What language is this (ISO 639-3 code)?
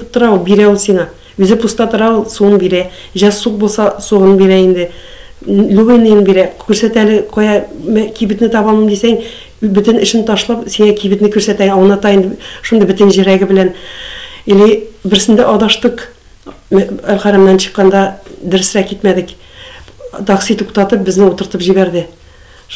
tat